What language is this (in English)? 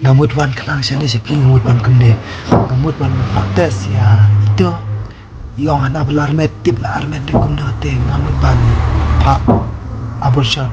Khasi